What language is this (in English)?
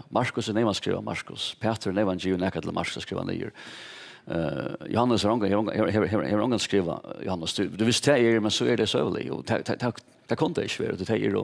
Faroese